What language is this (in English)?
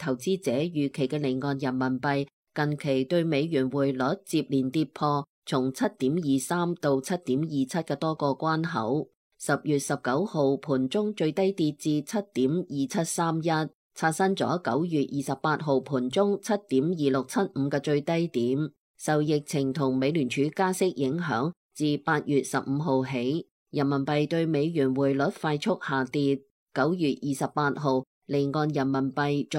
Cantonese